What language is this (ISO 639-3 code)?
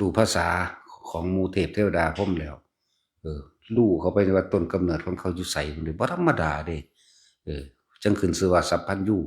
tts